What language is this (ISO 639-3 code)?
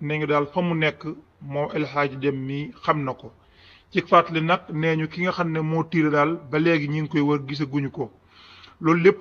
wol